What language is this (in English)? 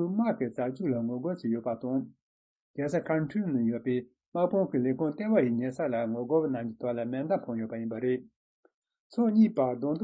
Tibetan